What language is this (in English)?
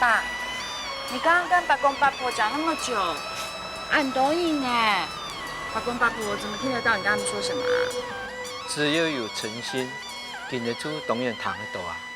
Hakka Chinese